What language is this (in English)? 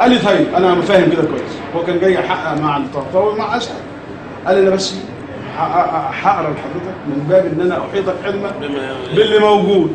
Egyptian Arabic